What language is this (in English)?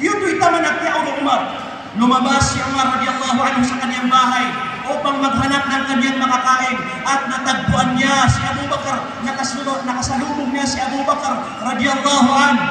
Maranao